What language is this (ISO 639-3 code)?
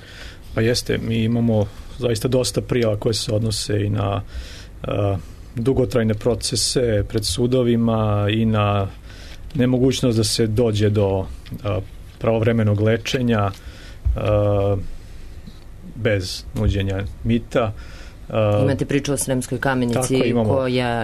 srp